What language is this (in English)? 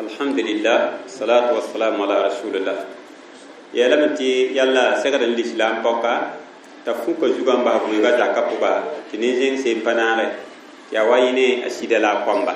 Mossi